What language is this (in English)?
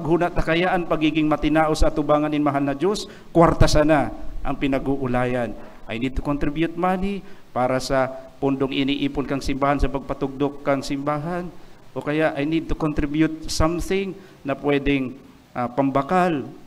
Bikol